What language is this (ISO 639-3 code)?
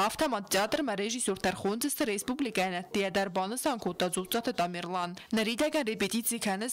oss